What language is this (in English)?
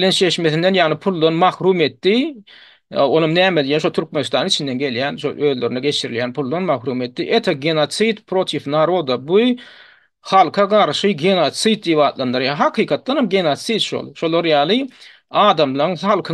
Turkmen